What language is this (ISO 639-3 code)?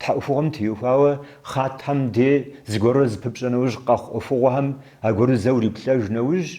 kbd